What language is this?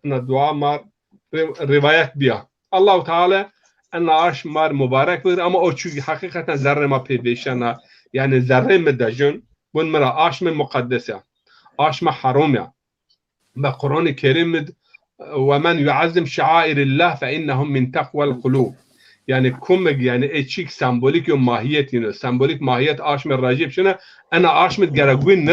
Zaza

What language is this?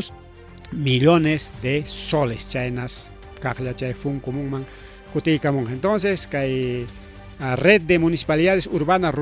Ayacucho Quechua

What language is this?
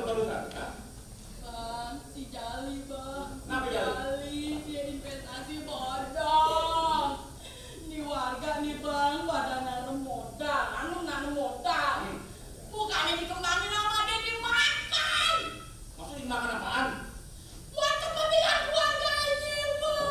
Betawi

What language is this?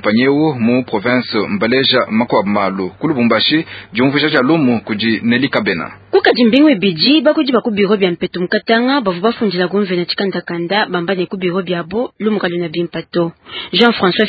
Luba-Lulua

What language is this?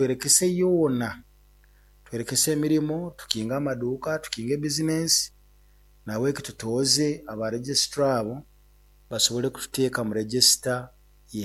Nyoro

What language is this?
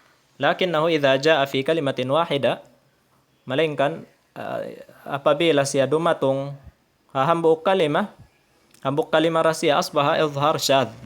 Tausug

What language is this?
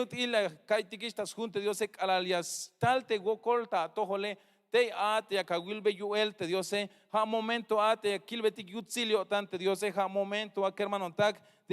Tzeltal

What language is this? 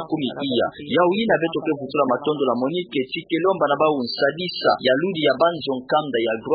Kituba (Democratic Republic of Congo)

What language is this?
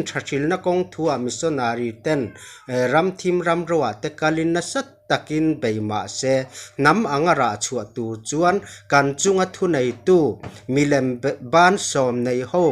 Mizo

